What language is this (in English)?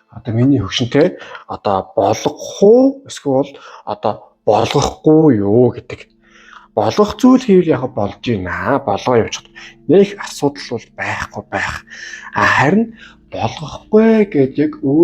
Mongolian